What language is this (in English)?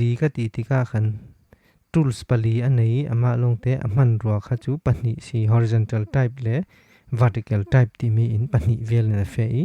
Falam Chin